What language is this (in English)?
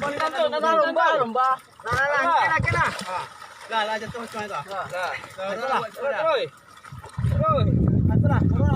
Minangkabau